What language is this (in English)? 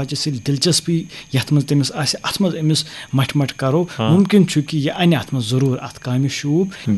Kashmiri